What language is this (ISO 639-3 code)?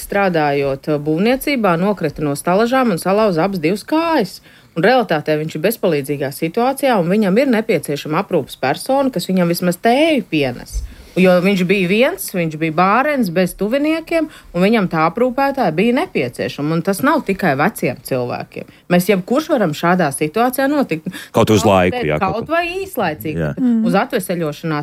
lav